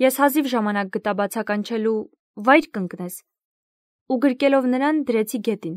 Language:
Armenian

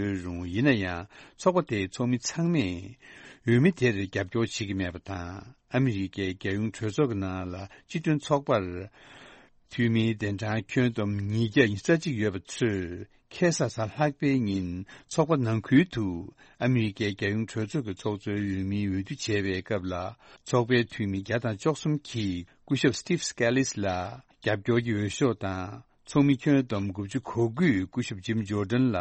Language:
Tibetan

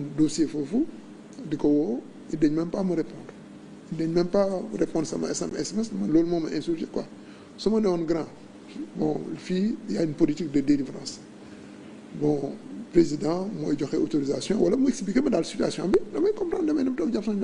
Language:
Wolof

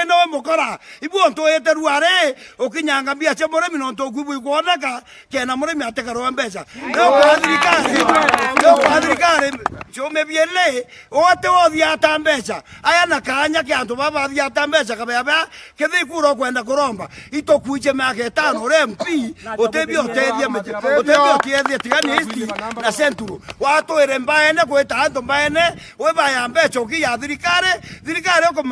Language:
Meru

